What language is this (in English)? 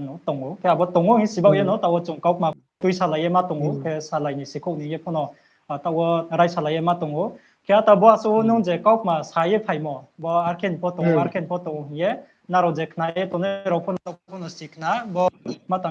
Riang (India)